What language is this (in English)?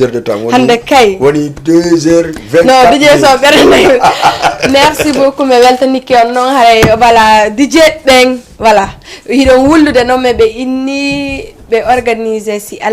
Fula